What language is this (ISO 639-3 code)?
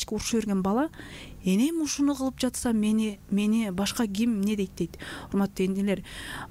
kir